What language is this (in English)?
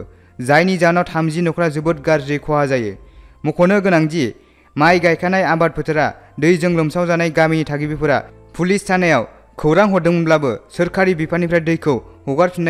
Bodo